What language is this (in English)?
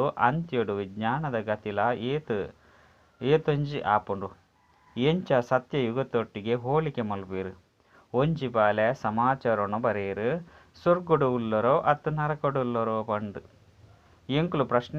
Tulu